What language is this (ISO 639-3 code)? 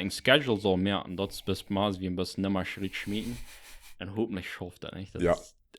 pdt